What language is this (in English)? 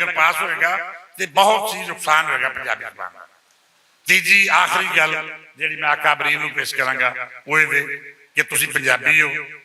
Western Panjabi